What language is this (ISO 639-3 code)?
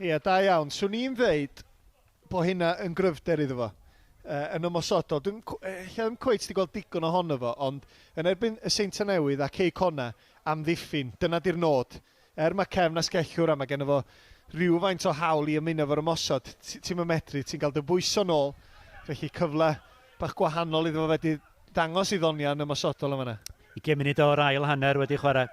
cym